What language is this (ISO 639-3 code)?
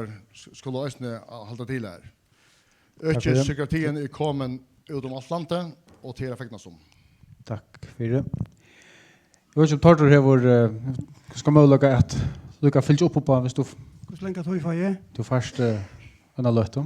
fao